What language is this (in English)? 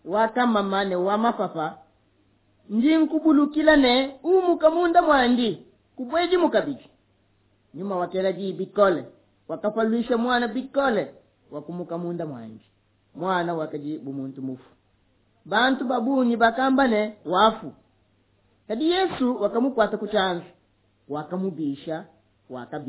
Luba-Lulua